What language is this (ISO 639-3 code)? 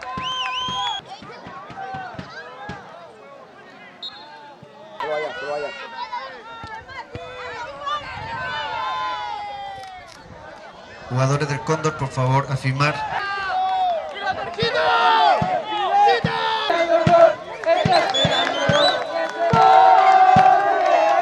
spa